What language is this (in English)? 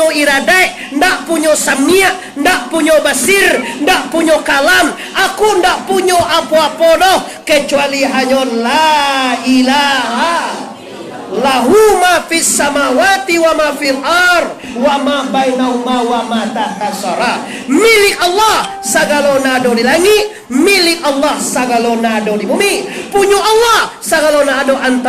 Minangkabau